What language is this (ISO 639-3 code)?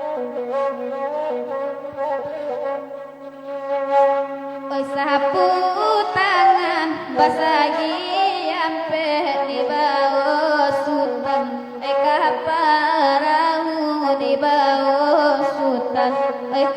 min